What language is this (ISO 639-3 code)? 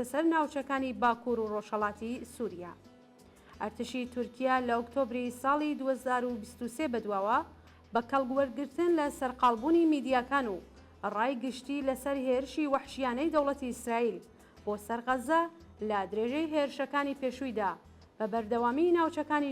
ckb